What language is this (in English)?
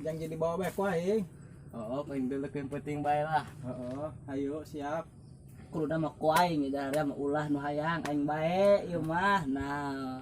Sundanese